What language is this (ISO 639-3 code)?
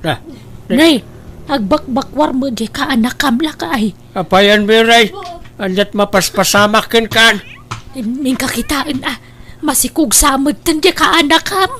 ilo